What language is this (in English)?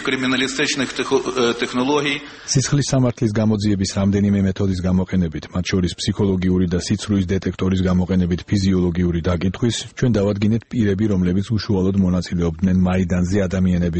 Georgian